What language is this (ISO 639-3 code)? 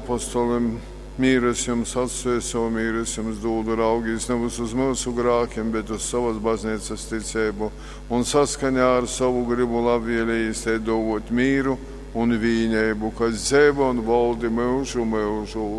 ltg